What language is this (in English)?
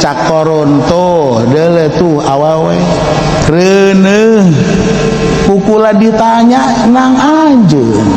Sundanese